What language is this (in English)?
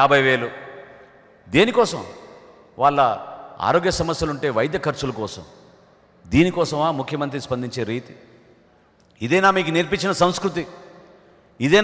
Telugu